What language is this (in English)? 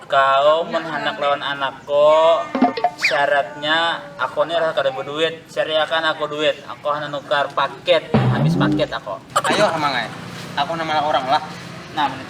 Banjar